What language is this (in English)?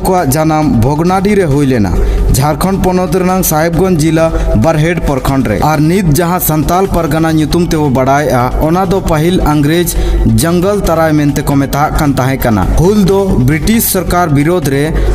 Santali